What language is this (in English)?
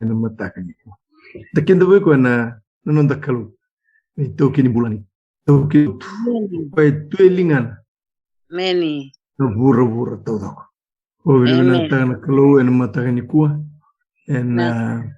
Fijian